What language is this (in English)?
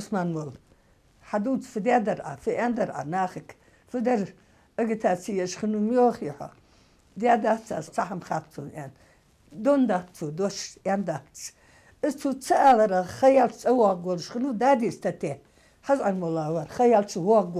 Ingush